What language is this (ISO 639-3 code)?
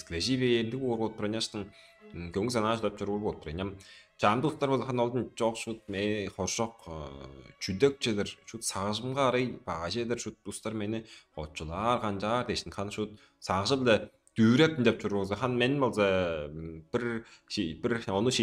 tyv